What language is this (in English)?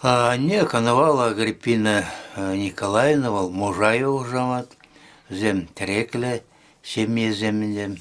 Chuvash